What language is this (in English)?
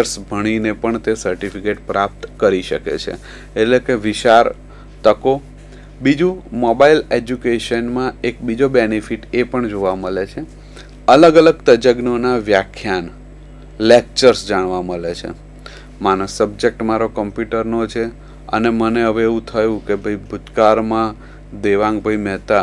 Gujarati